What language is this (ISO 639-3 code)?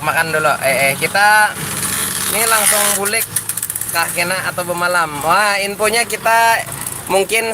bjn